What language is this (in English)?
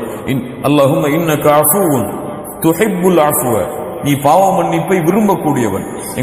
Tamil